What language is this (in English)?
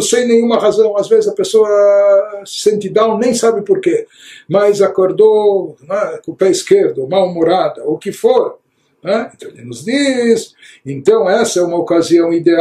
Portuguese